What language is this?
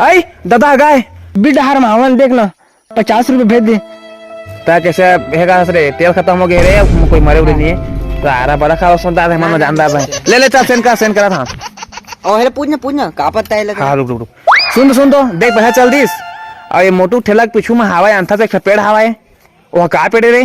Chhattisgarhi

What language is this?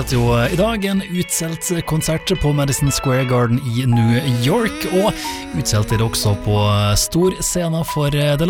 Norwegian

